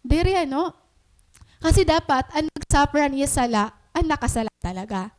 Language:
Waray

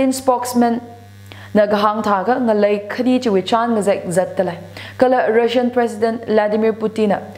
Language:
Tangkhul Naga (India)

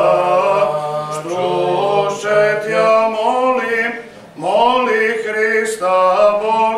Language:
Serbian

